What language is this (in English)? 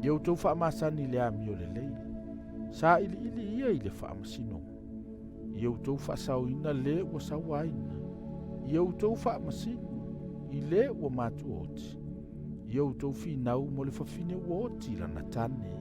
Samoan